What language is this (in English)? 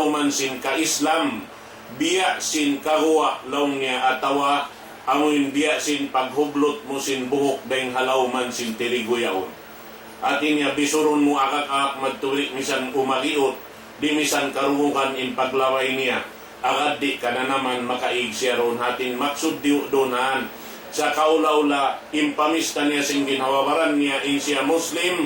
Tausug